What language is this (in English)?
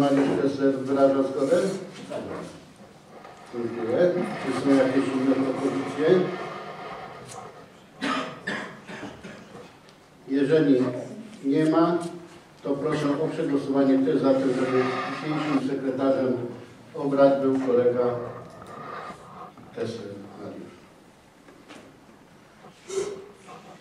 Polish